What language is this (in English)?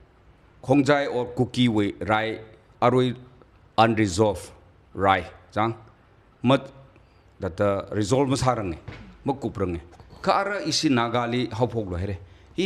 Tangkhul Naga (India)